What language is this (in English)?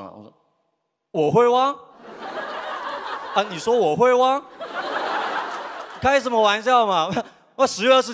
Chinese